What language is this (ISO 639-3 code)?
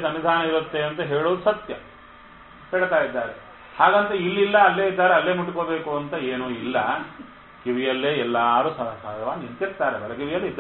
kan